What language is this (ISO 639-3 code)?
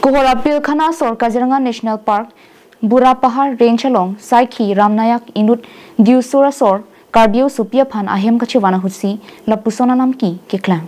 mjw